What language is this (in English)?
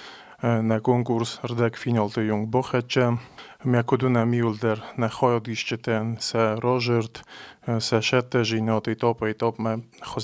Ossetic